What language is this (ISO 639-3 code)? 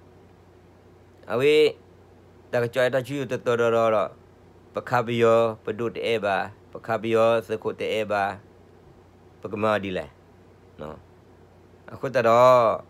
ksw